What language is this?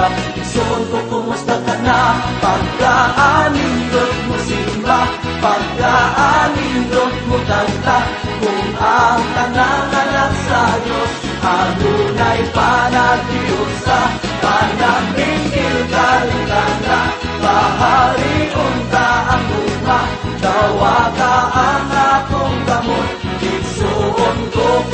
Cebuano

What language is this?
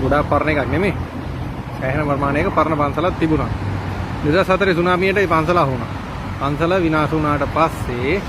Sinhala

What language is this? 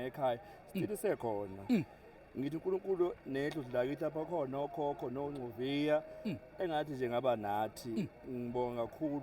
Zulu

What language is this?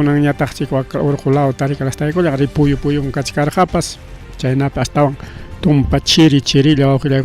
Ayacucho Quechua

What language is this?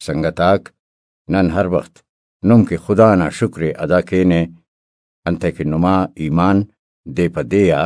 Brahui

